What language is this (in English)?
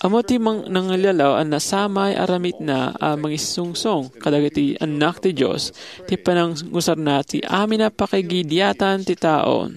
Iloko